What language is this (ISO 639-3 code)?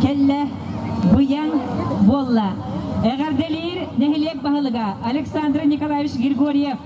sah